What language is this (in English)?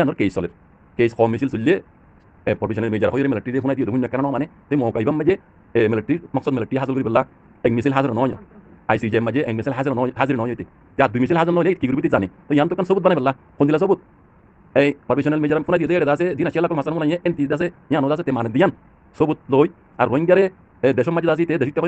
Rohingya